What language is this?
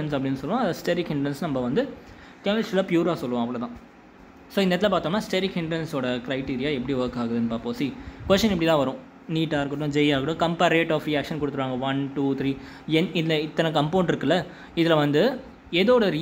Tamil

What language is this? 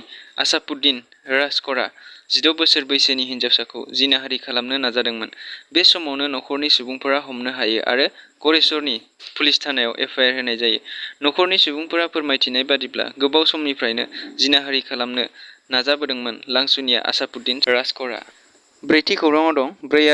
Bodo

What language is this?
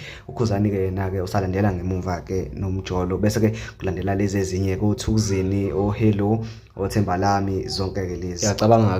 Zulu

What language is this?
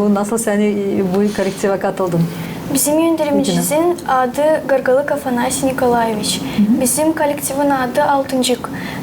Gagauz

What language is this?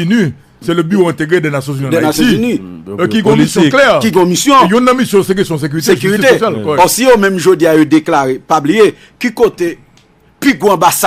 Haitian Creole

